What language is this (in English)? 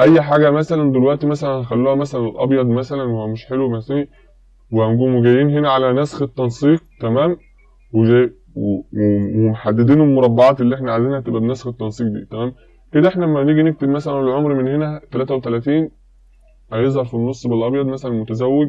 Egyptian Arabic